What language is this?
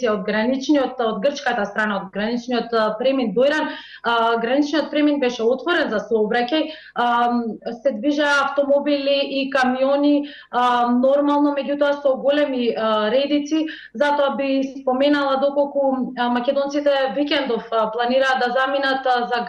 Macedonian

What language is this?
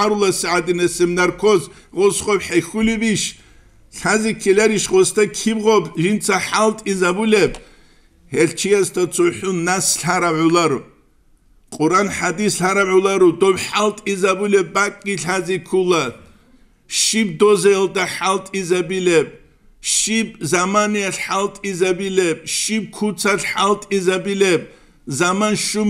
Avaric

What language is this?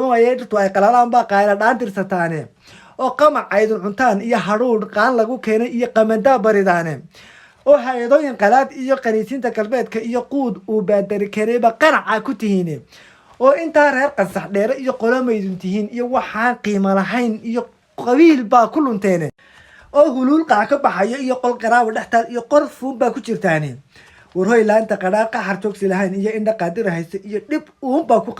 Somali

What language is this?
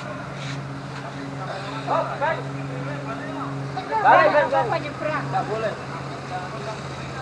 Indonesian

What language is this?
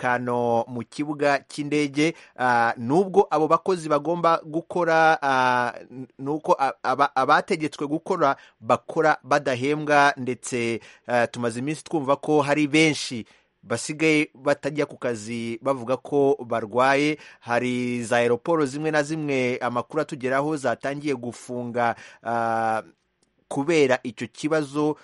Kinyarwanda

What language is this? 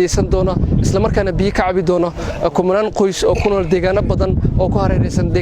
Somali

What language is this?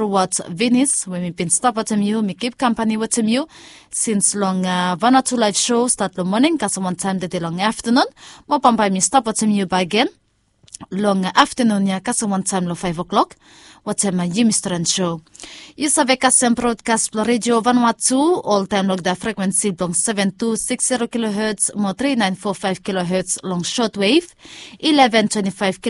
Bislama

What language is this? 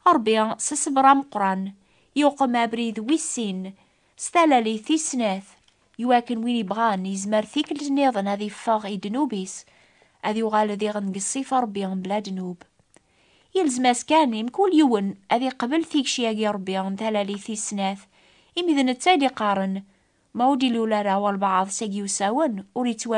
Kabyle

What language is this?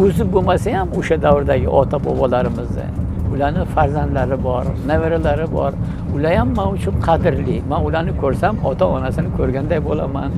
Uzbek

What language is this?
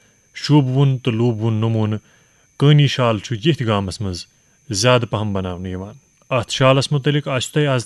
Kashmiri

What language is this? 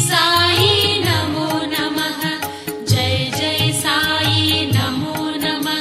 Kannada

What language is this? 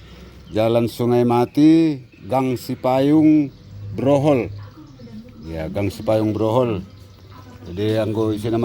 Batak Simalungun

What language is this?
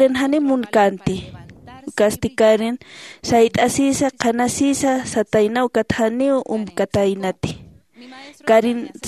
Aymara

